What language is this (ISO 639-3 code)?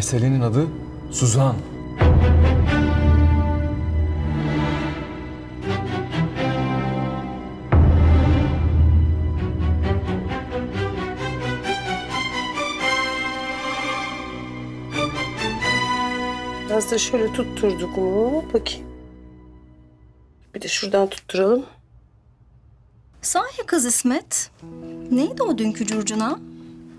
tur